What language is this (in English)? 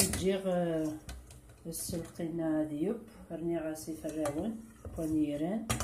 Kabyle